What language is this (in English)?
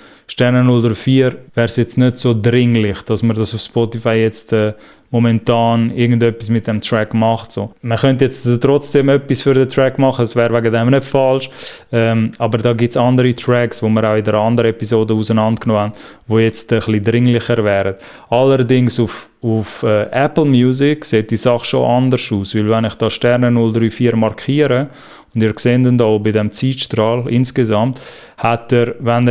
Swiss German